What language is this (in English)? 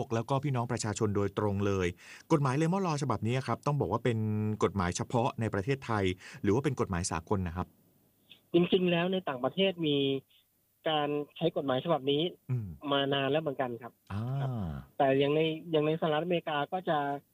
Thai